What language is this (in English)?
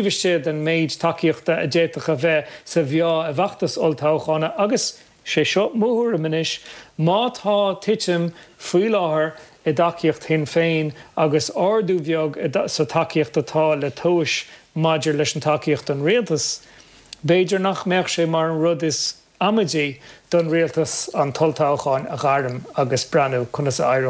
Irish